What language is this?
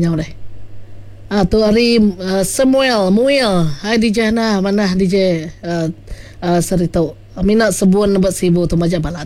Iban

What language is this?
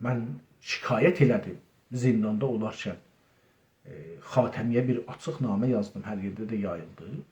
South Azerbaijani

